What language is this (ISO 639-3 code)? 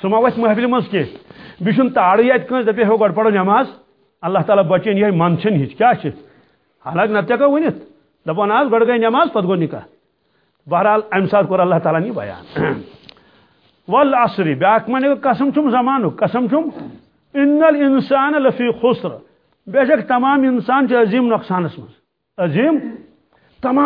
kas